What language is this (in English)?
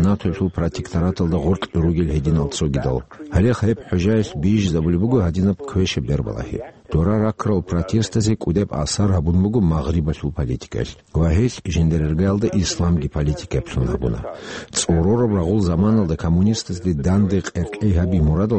Avaric